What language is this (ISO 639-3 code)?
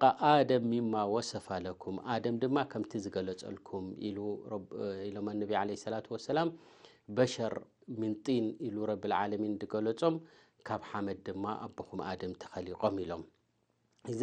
tir